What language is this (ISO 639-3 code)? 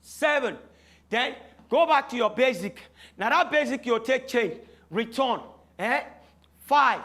pcm